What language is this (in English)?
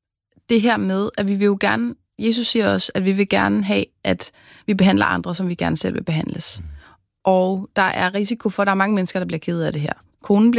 Danish